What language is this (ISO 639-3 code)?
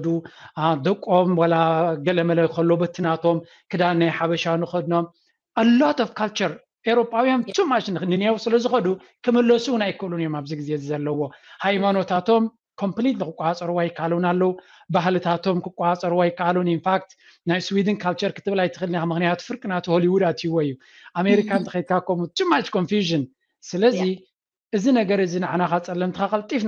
tir